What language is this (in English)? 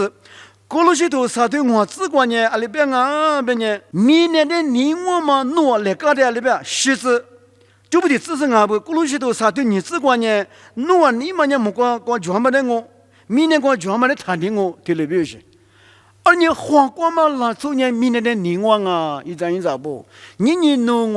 Lisu